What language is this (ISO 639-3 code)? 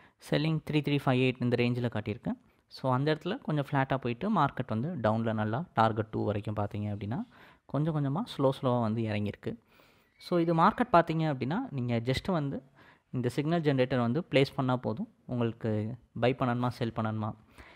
tam